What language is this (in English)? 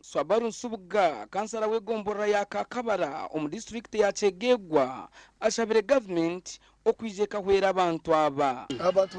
Nyankole